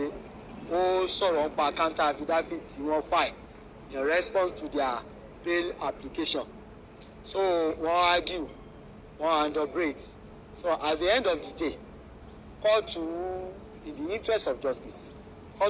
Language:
Yoruba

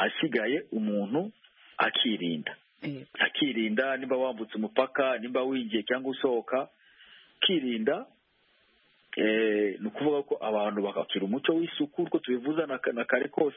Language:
Kinyarwanda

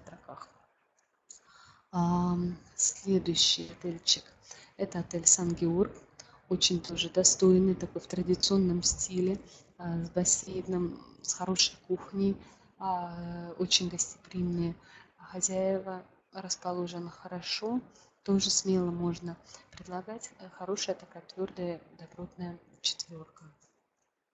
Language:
Russian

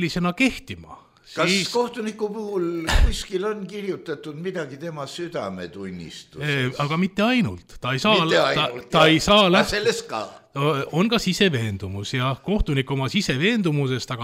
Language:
Estonian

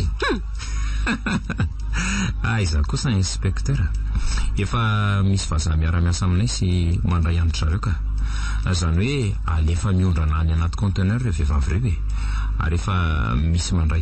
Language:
Malagasy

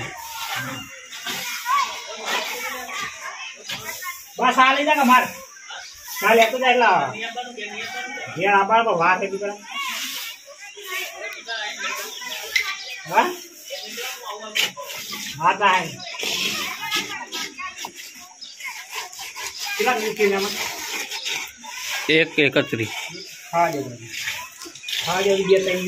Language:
Gujarati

